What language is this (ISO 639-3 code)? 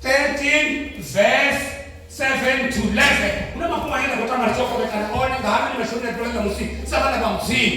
ven